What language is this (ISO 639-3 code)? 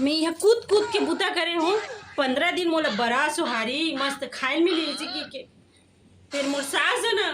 hne